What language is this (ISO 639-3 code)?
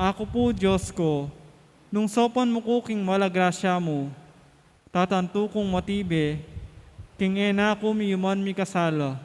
pam